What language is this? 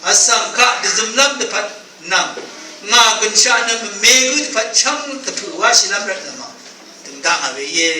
Rawang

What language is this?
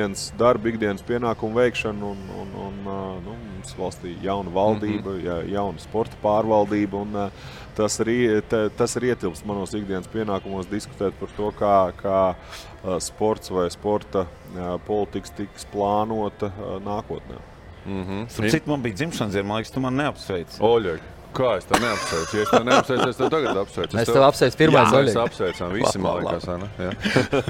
Latvian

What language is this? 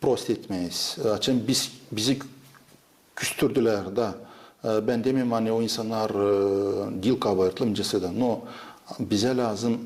Gagauz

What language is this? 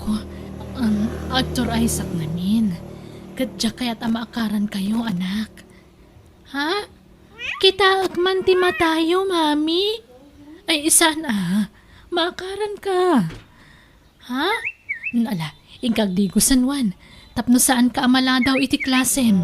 Iloko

